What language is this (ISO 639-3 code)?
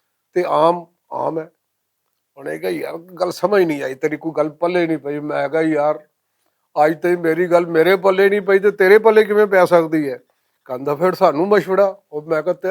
lah